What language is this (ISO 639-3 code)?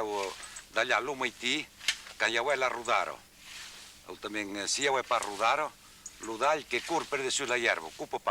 oci